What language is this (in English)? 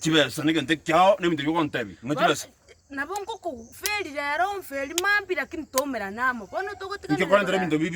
Gusii